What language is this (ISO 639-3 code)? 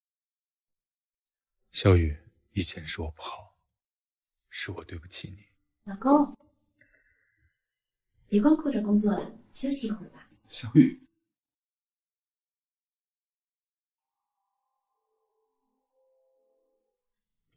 zho